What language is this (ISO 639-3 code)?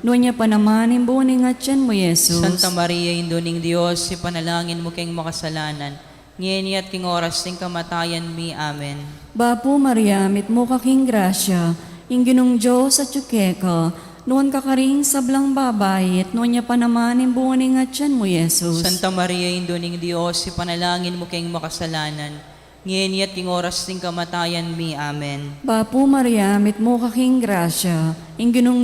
pam